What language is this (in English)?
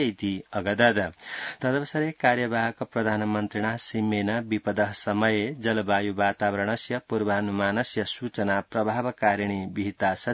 Sanskrit